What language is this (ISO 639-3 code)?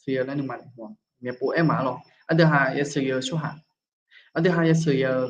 ahk